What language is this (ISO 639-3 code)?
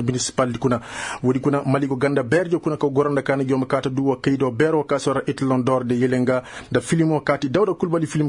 ses